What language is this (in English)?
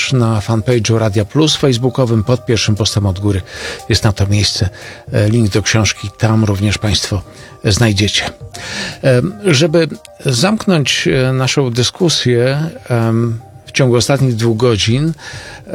Polish